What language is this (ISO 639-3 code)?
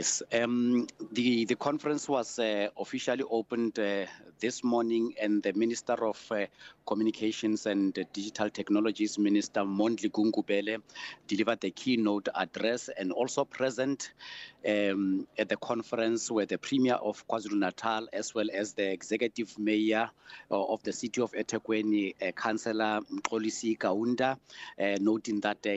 eng